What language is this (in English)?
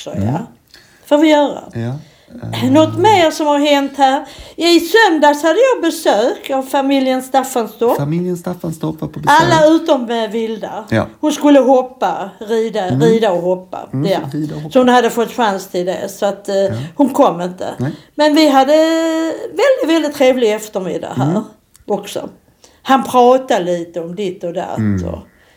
Swedish